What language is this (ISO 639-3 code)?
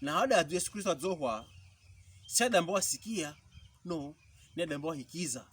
pkb